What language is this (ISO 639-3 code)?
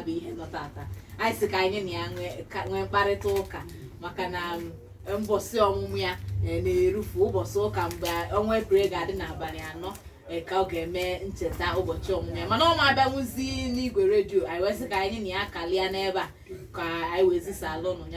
ibo